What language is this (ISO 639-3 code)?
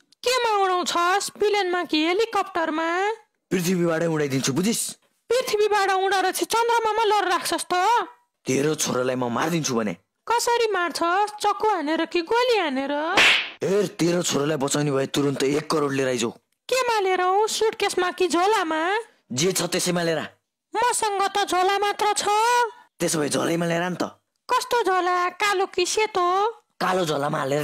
nep